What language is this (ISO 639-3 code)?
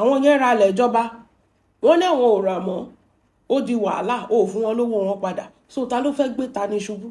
yor